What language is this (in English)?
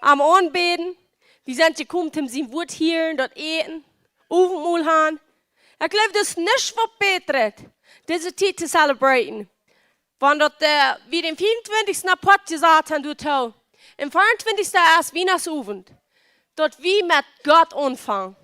Plautdietsch